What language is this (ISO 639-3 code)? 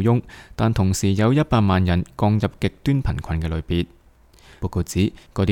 yue